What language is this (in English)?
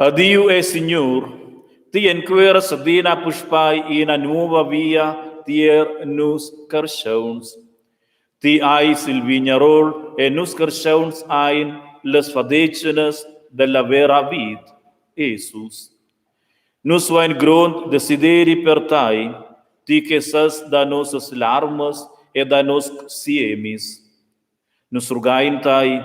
Romansh